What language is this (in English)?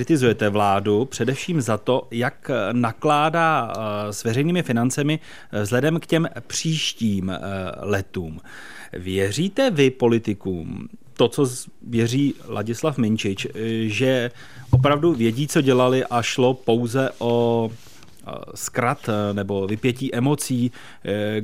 Czech